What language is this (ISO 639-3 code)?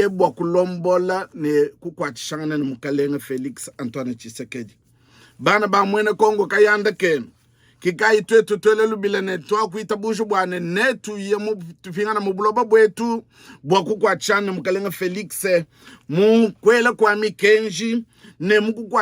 lua